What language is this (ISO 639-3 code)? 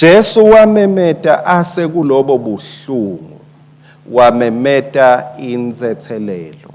ssw